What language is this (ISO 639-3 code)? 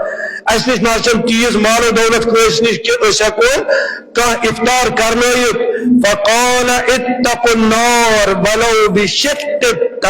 kas